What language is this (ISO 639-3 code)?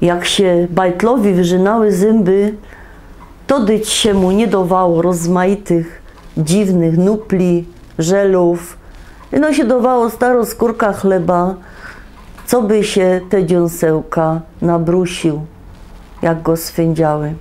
szl